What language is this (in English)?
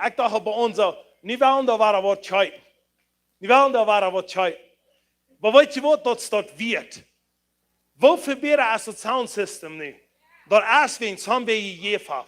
Plautdietsch